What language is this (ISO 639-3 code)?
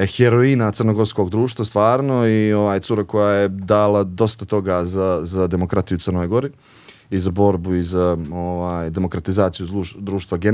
srp